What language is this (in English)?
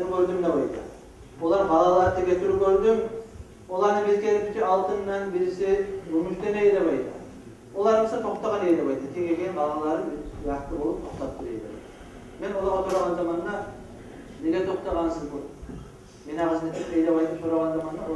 Kumyk